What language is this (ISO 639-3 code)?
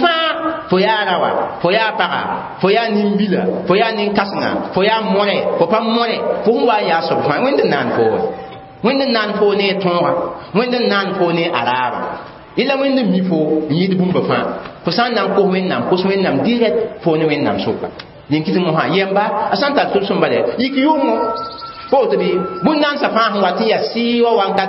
mos